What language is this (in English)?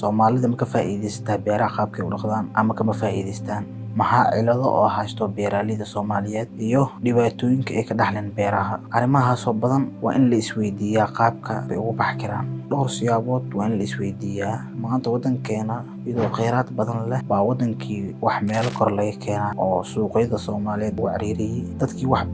Somali